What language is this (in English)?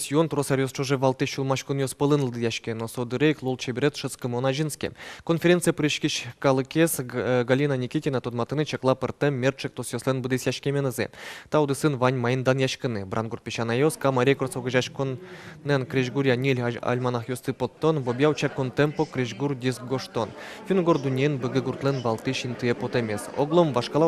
Udmurt